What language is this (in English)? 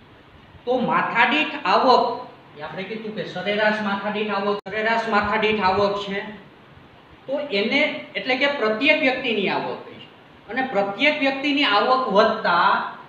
Gujarati